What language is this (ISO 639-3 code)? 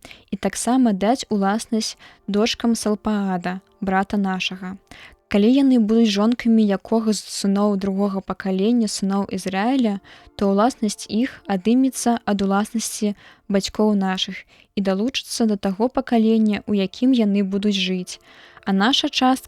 bel